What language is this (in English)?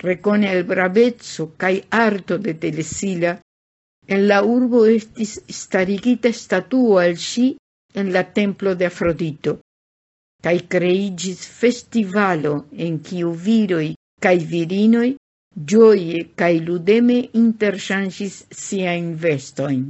Esperanto